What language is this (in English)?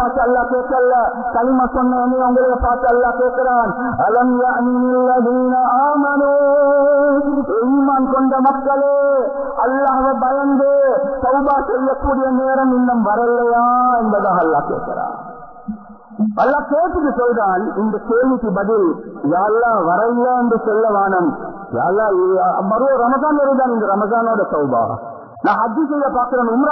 Tamil